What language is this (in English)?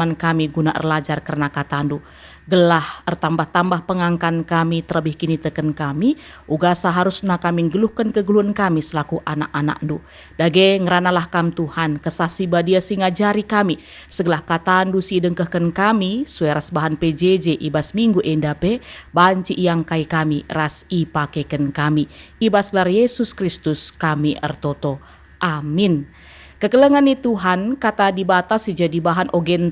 Batak Karo